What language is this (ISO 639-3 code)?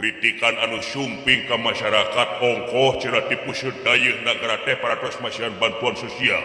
sun